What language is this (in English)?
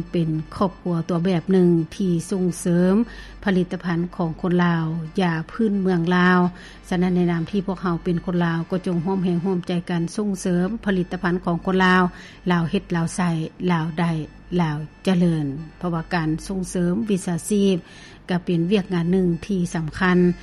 Lao